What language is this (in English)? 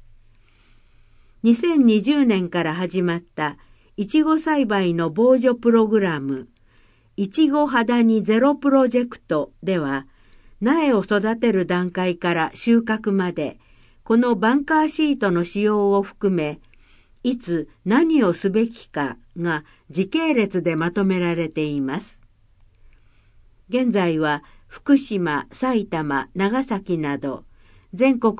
Japanese